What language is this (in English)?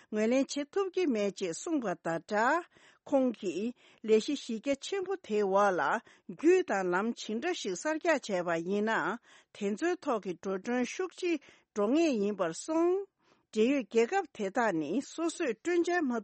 Tibetan